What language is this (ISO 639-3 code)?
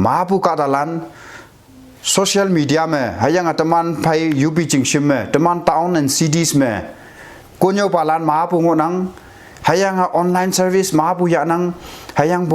nbe